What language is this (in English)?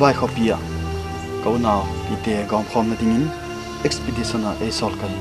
Tedim Chin